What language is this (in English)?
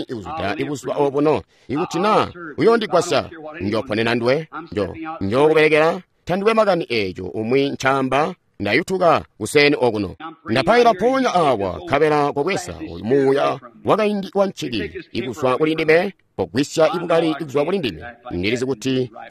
Tonga (Zambia)